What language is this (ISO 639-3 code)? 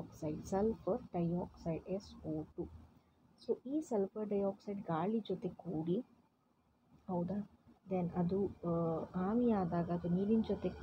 kan